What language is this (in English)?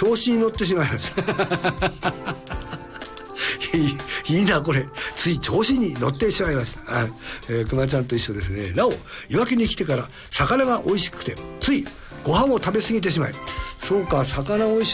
Japanese